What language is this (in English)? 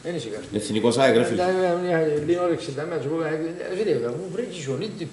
Greek